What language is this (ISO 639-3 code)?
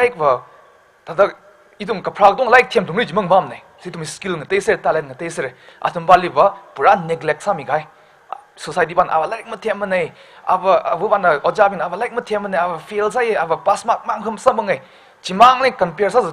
nmf